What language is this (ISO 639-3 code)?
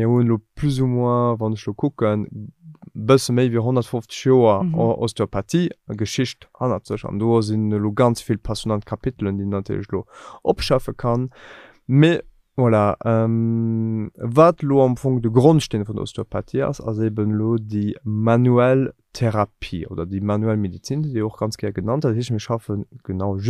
ltz